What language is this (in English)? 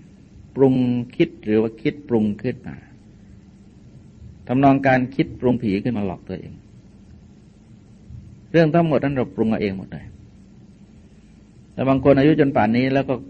Thai